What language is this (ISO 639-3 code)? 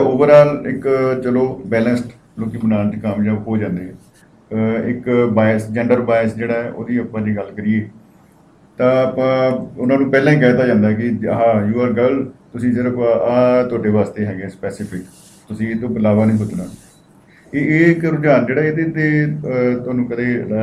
pan